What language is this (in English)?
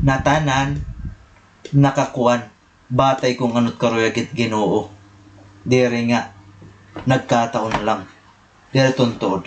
Waray